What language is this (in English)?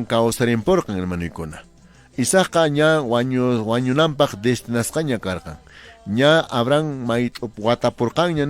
Quechua